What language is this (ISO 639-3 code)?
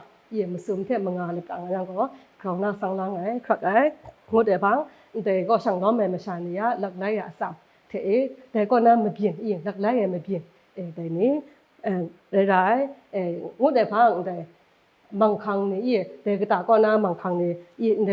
kac